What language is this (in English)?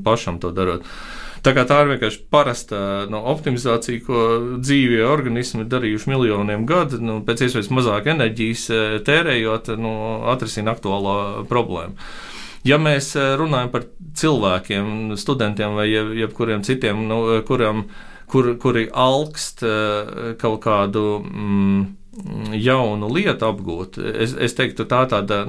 Latvian